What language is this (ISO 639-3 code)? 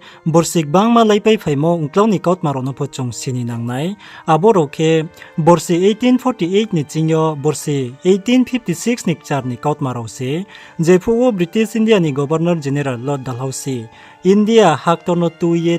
ria